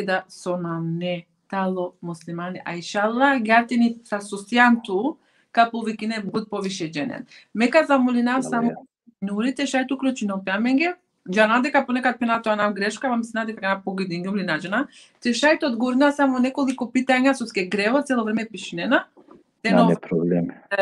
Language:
Balkan Romani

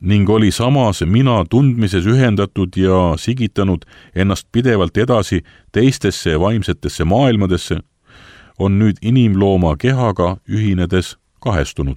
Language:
Estonian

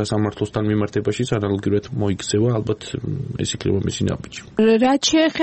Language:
Georgian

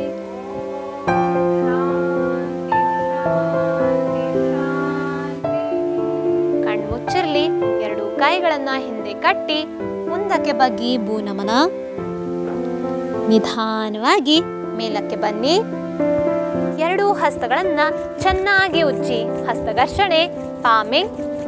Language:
Kannada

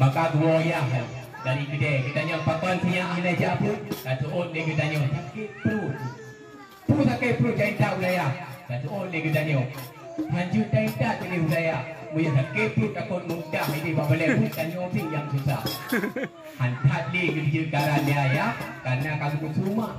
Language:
Achinese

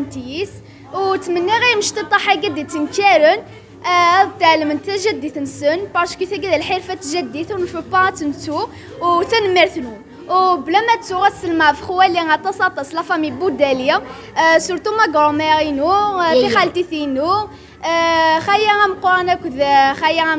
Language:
Kabyle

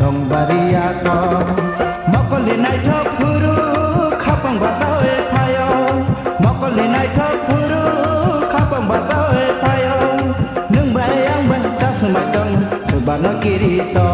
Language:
Kok Borok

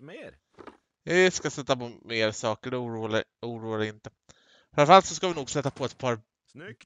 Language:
Swedish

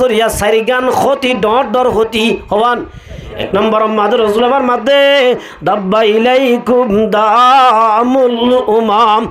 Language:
Rohingya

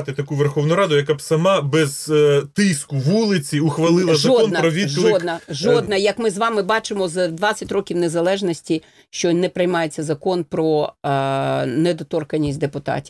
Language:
Ukrainian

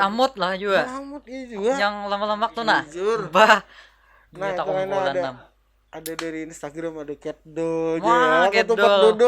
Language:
Banjar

